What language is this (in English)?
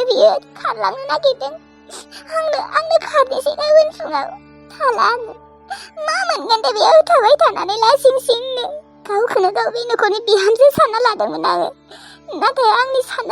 Bodo